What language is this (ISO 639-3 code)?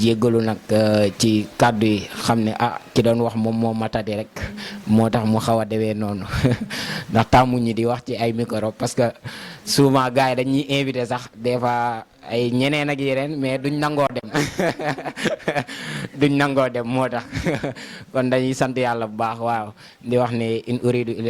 wol